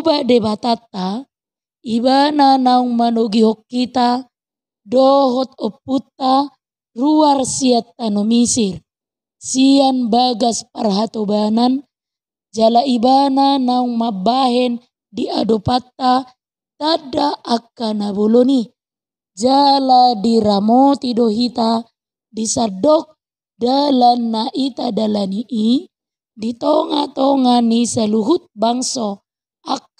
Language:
Batak Toba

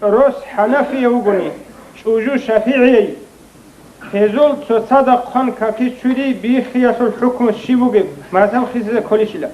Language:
Avaric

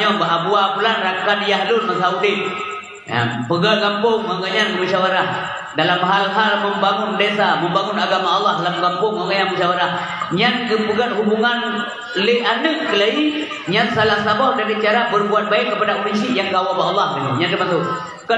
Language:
Achinese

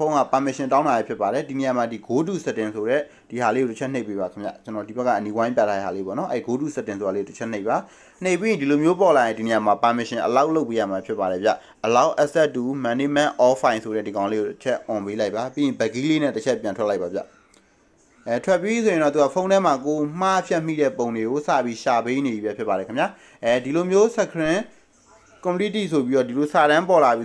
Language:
Burmese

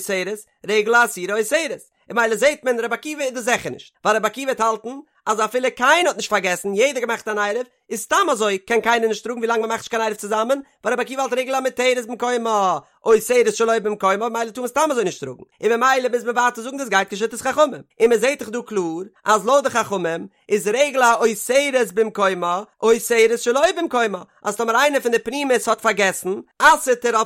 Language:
Yiddish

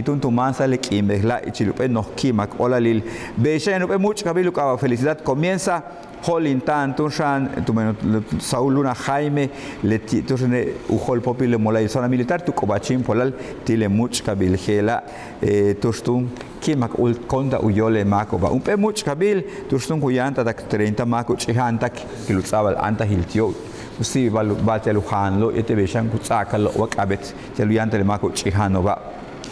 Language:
Yucateco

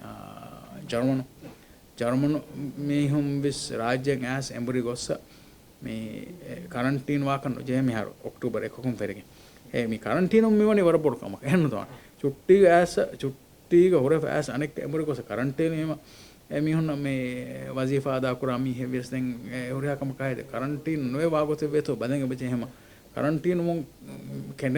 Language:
Divehi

